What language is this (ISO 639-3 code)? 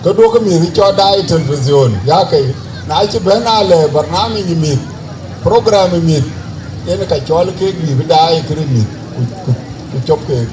din